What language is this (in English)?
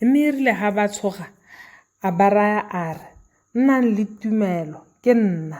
Tswana